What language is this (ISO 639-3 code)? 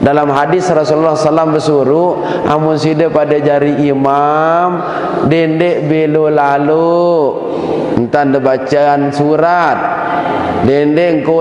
sas